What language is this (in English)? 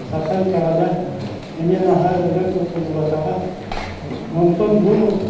Yakut